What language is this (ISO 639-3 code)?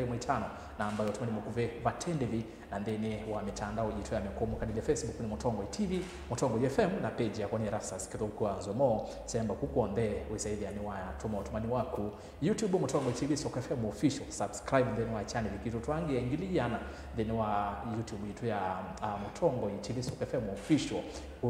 kam